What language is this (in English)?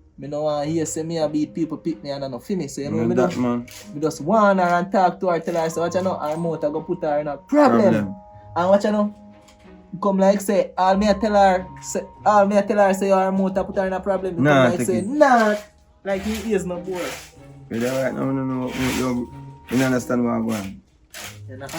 Jamaican Creole English